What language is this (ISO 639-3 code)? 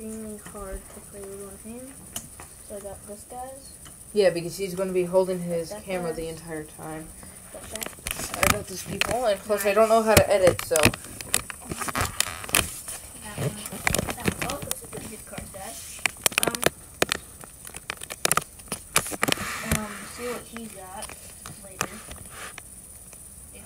eng